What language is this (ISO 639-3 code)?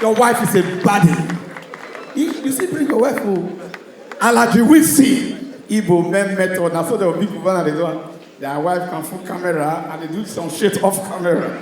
pcm